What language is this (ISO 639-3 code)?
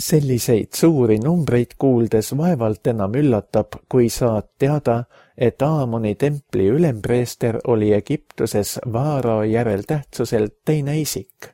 est